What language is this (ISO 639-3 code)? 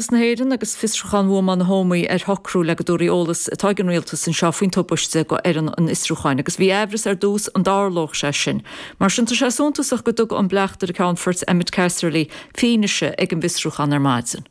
gle